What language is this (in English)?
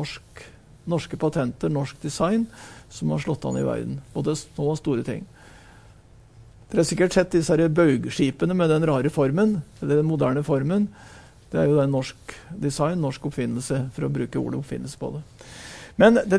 Norwegian